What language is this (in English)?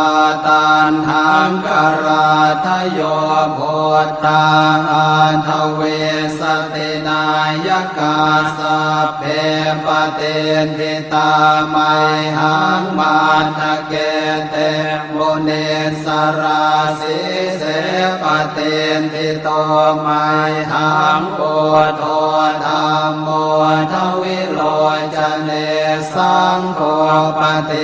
Pali